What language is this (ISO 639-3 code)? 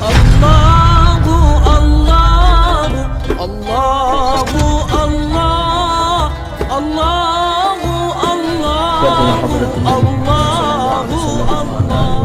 mui